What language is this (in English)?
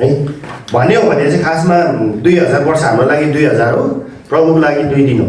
Nepali